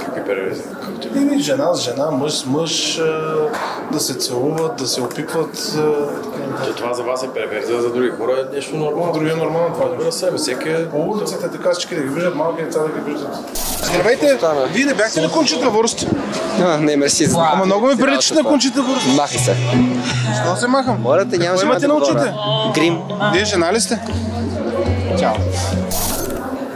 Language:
Bulgarian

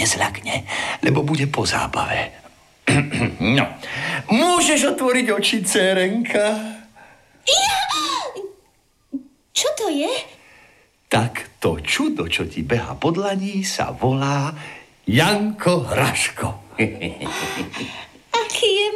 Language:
Slovak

